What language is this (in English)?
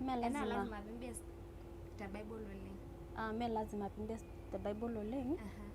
Masai